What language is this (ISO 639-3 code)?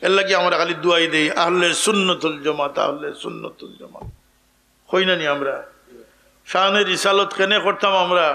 syl